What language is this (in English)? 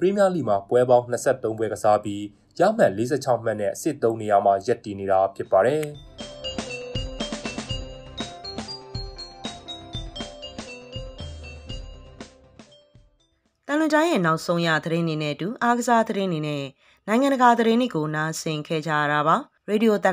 Burmese